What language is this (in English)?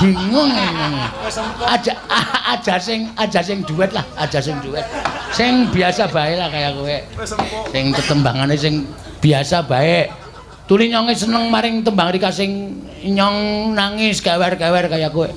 Javanese